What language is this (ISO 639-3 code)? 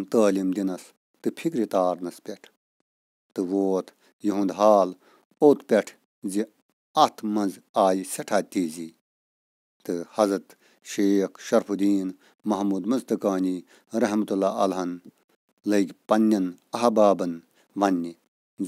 kas